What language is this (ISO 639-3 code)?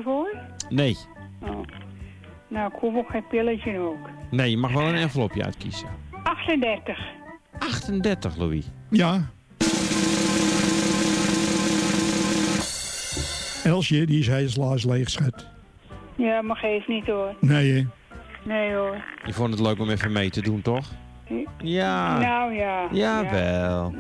nld